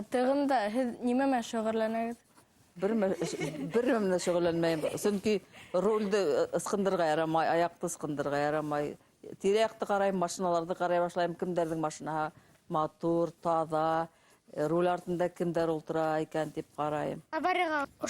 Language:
Bashkir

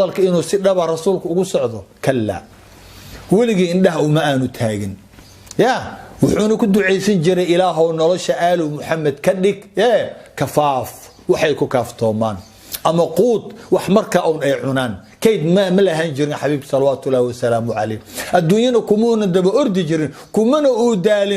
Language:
Somali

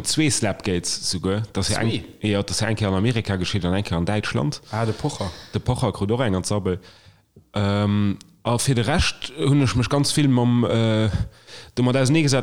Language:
Luxembourgish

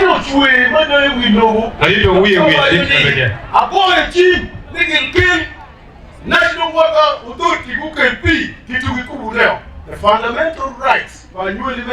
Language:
Acoli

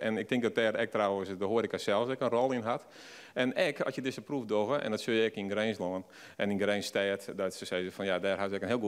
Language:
Western Frisian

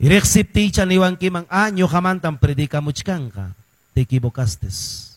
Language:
Quechua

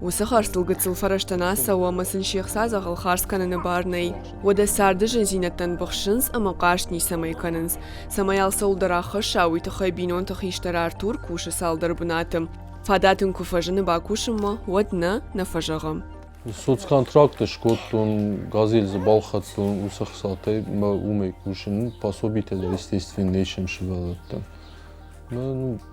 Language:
Ossetic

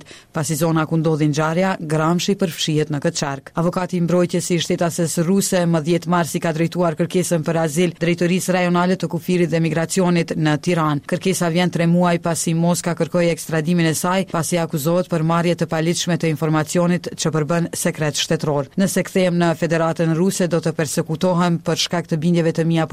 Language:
Albanian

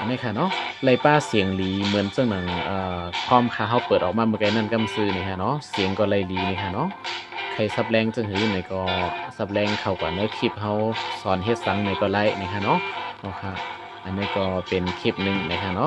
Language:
Shan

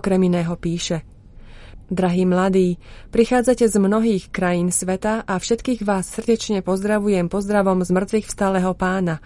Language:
Slovak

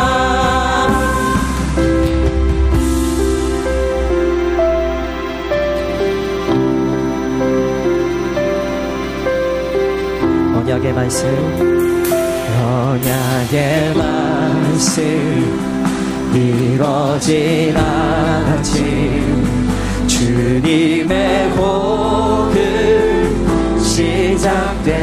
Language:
Korean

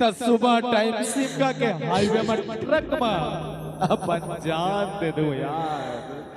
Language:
Chhattisgarhi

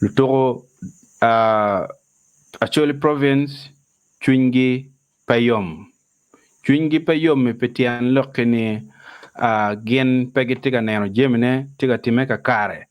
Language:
Acoli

